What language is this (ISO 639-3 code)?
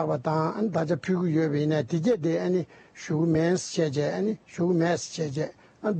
bod